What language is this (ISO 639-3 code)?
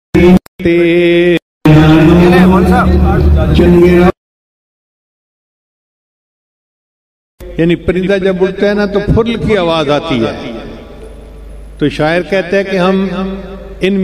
urd